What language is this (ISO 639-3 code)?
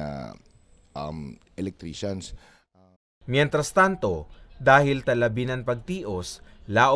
bik